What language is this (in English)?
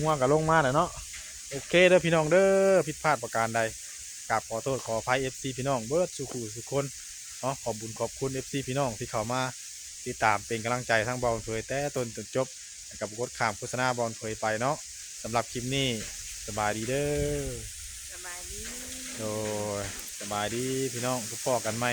Northeastern Thai